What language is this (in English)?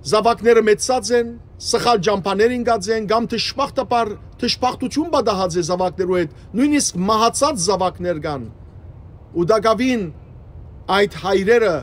Western Armenian